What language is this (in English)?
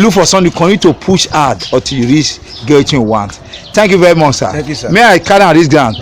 Nigerian Pidgin